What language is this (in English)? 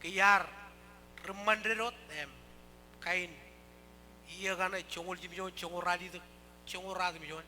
Marshallese